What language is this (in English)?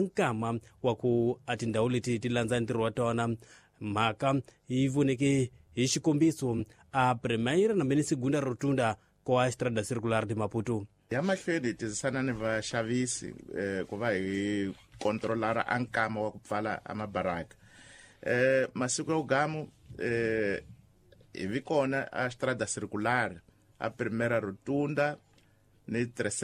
Tsonga